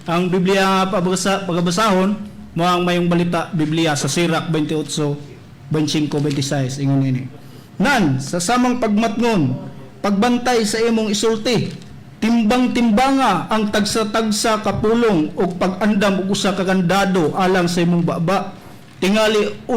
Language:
Cebuano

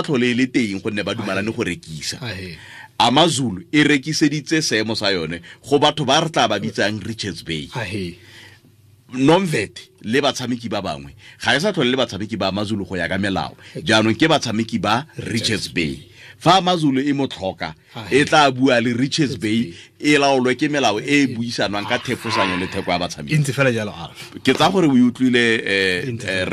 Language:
Tswana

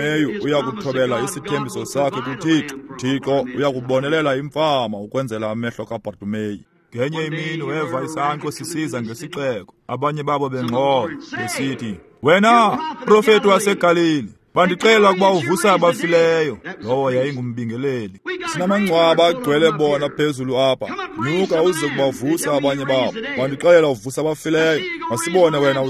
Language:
Xhosa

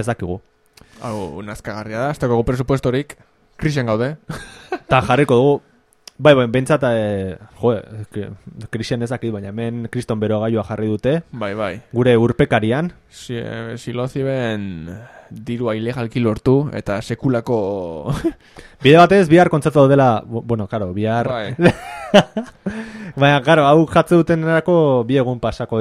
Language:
Basque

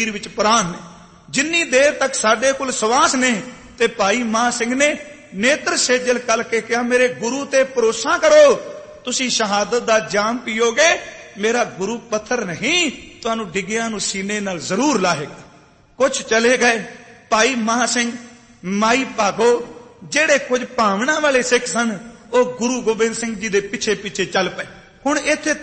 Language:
Punjabi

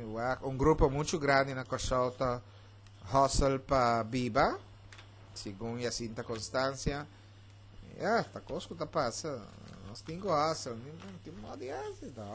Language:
Papiamento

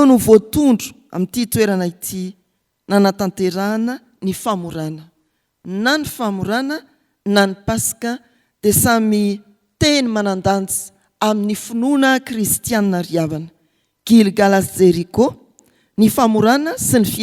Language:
Malagasy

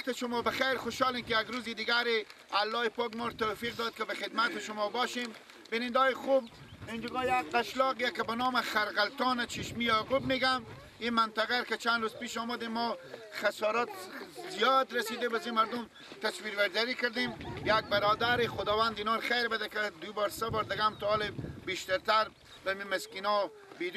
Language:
Persian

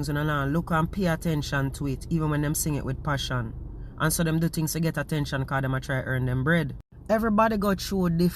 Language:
Jamaican Creole English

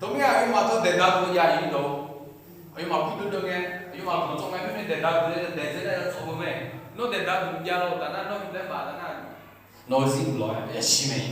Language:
Akha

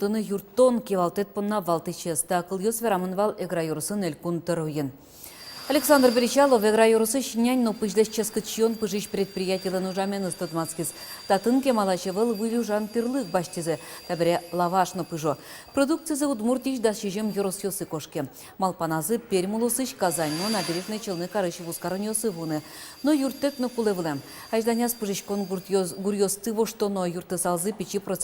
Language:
Udmurt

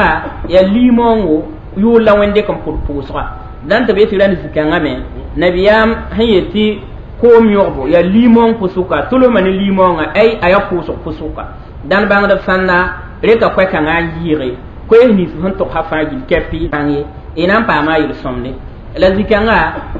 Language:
Mossi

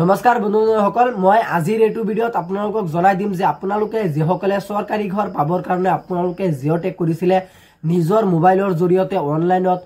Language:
Assamese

